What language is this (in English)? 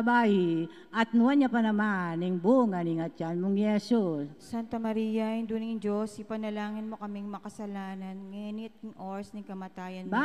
Pampanga